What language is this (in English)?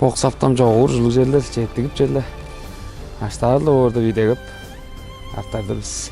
Tuvinian